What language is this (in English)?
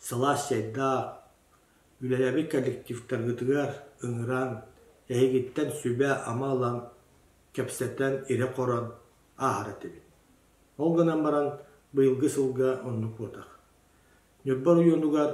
Yakut